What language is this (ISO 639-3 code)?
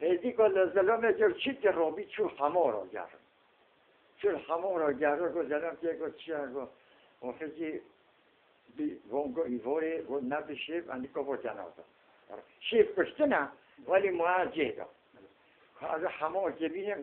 kur